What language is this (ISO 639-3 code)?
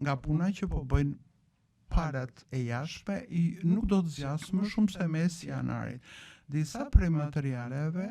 sqi